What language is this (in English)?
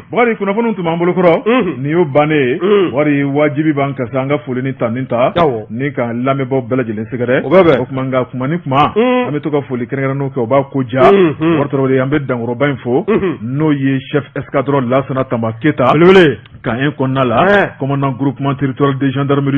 Bambara